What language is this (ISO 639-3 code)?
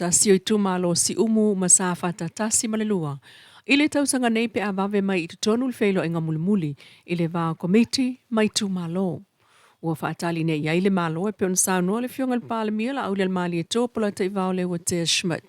smo